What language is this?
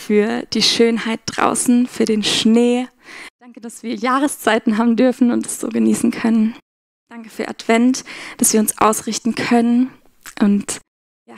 Swiss German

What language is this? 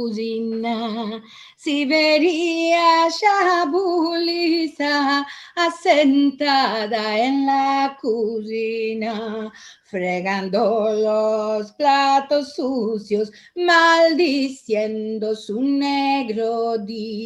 Ladino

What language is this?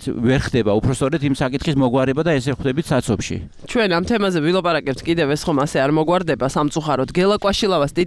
Georgian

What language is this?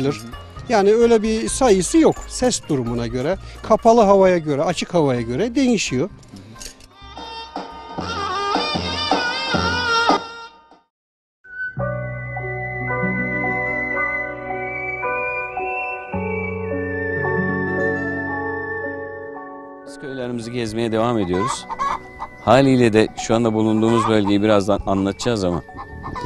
Turkish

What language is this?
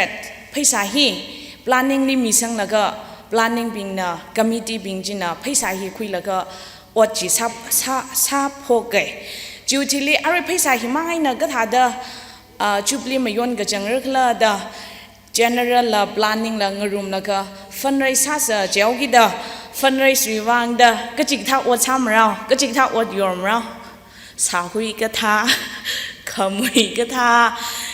Tangkhul Naga (India)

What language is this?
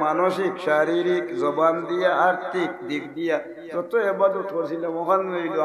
Sylheti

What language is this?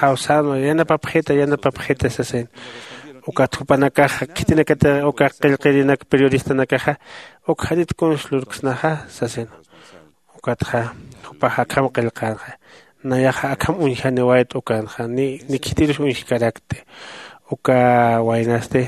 Aymara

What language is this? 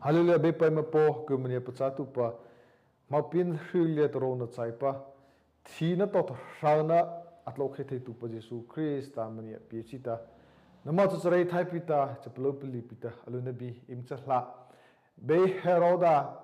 Mara Chin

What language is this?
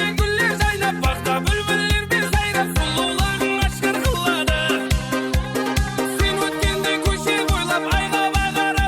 Kara-Kalpak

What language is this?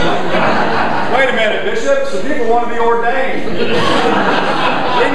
English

